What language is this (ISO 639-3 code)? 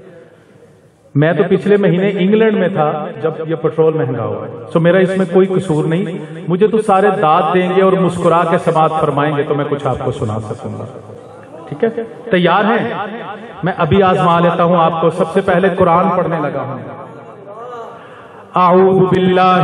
urd